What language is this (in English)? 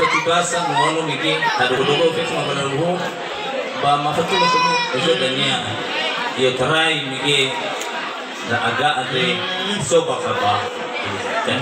Nias